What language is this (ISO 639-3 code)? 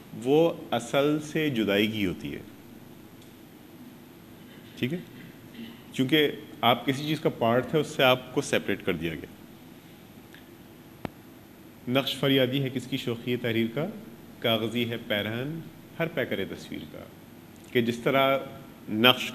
urd